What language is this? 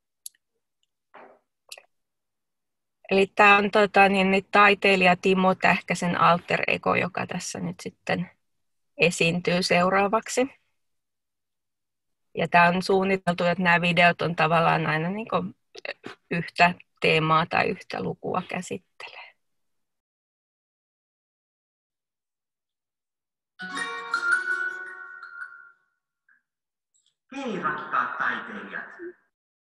Finnish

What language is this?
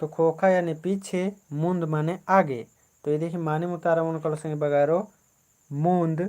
Kurukh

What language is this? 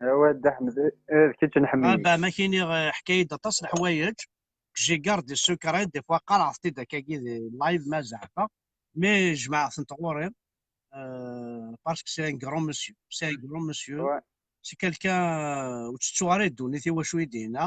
Kabyle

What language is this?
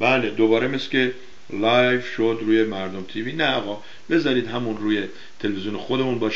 Persian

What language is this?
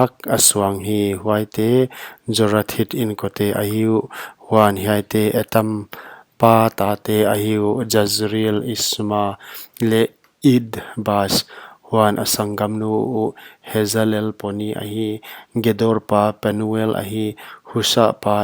Paite Chin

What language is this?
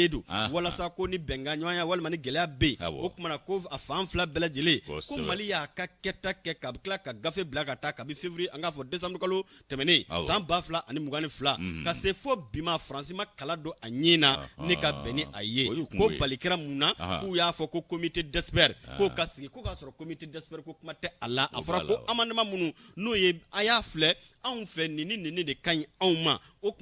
Bambara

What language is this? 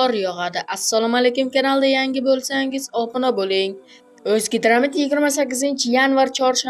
Uzbek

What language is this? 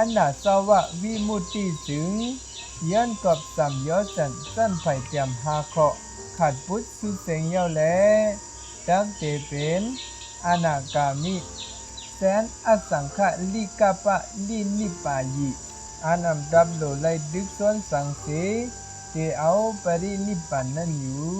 Shan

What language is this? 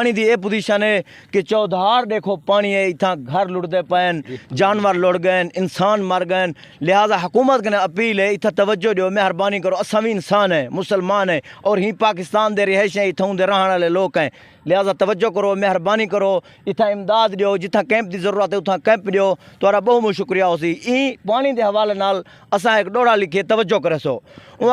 Saraiki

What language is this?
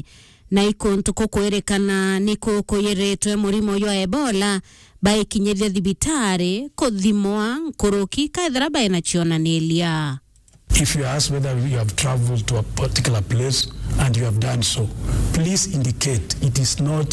Meru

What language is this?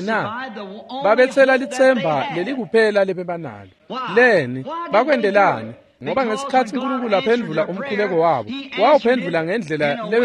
Swati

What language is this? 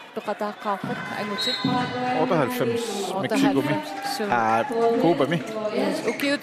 Kalaallisut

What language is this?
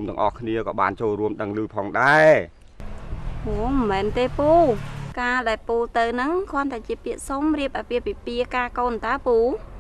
Khmer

